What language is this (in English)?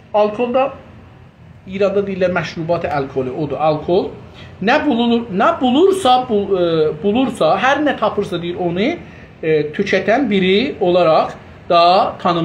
South Azerbaijani